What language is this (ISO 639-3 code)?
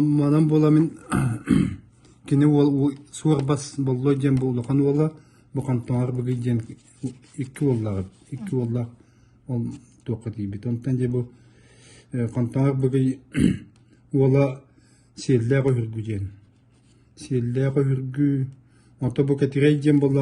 sah